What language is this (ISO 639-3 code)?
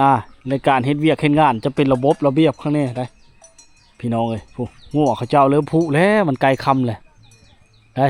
lao